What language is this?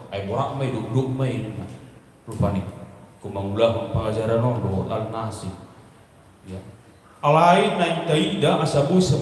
Batak Toba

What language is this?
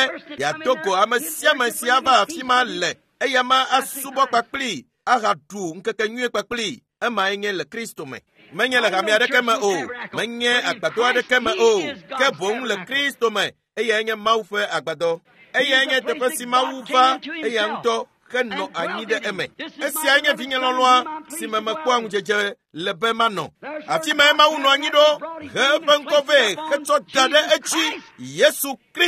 Ewe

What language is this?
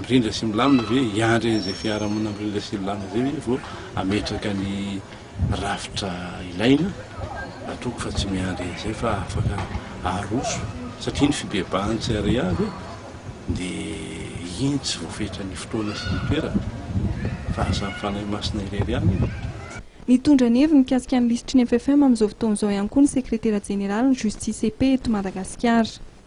Malagasy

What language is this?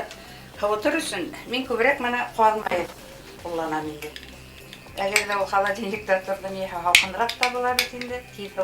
Bashkir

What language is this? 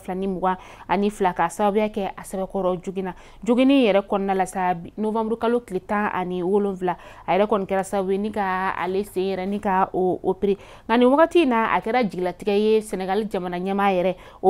Bambara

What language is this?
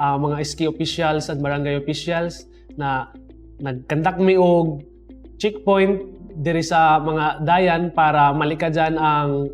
Cebuano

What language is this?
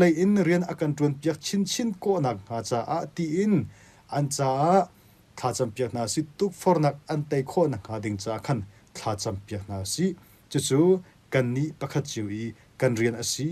Hakha Chin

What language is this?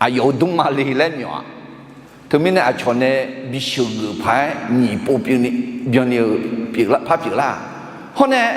Akha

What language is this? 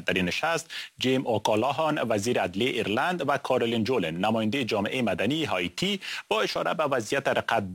Persian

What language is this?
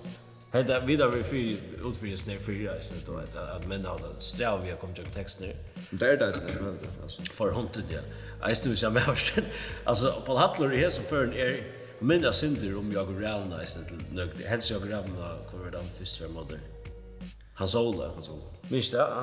Faroese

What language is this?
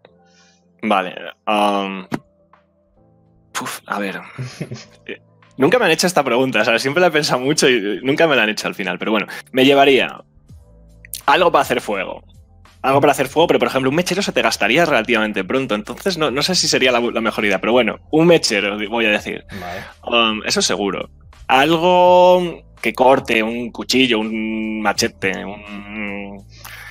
Spanish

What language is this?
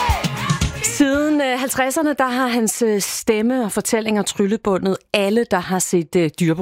Danish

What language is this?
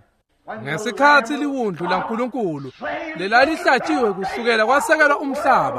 Swati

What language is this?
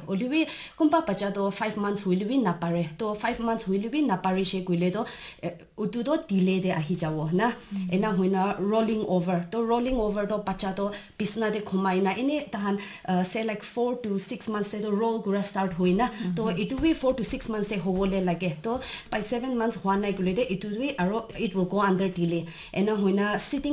Naga Pidgin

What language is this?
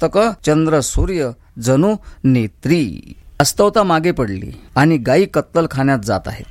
Marathi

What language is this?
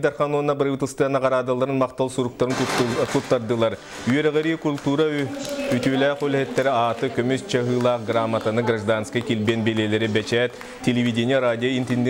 Yakut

